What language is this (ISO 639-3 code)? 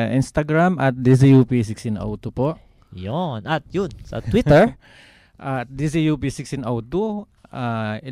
fil